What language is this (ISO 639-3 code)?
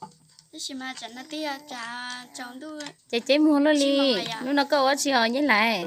hmn